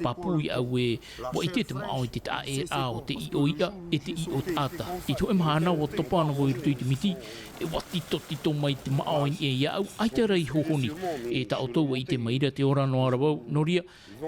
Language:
Tahitian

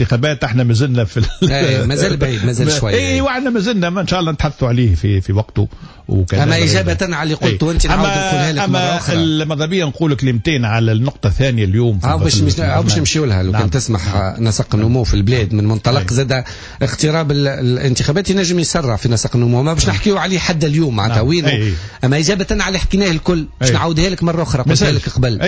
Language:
Tunisian Arabic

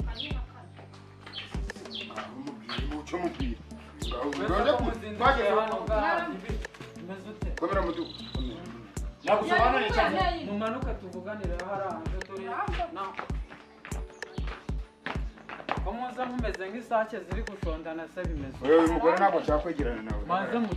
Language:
Kinyarwanda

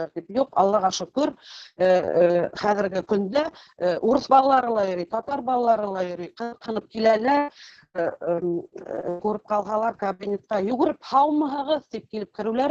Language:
Bashkir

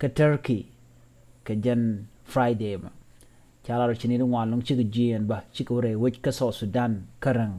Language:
Nuer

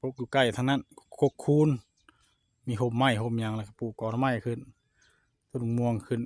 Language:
Northeastern Thai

